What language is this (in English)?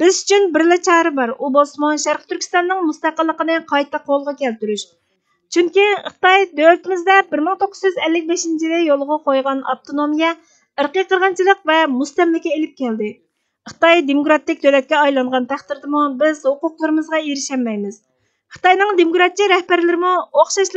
Uyghur